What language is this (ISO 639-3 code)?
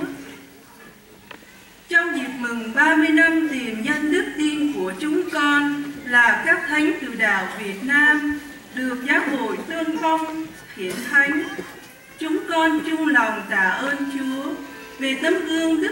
vie